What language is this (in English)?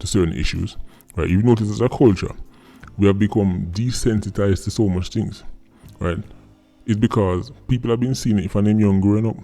Jamaican Creole English